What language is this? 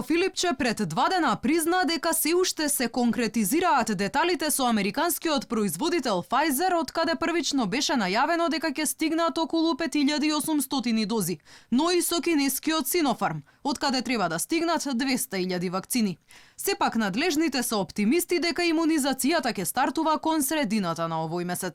Macedonian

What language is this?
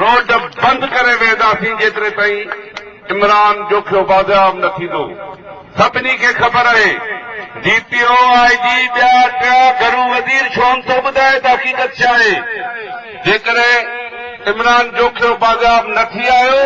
Sindhi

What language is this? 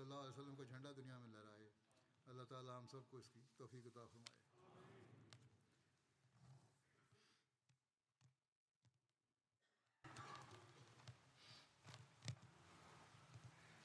Tamil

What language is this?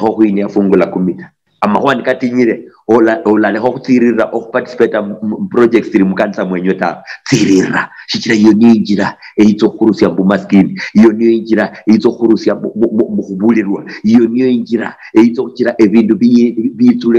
Luyia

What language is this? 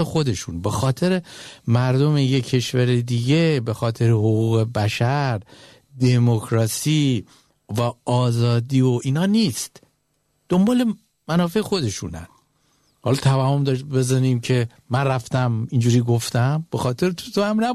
Persian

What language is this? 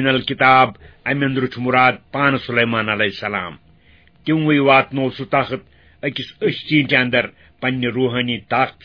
Kashmiri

